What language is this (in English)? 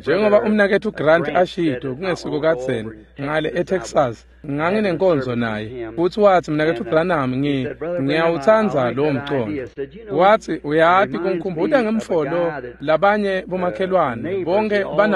Swati